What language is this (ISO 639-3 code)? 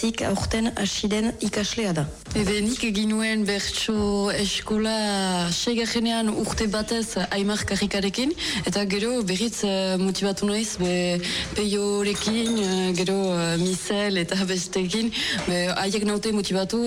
eus